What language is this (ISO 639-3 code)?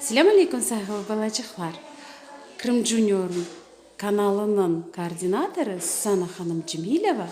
crh